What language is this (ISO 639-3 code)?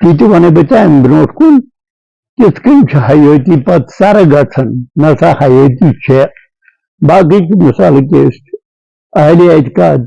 kas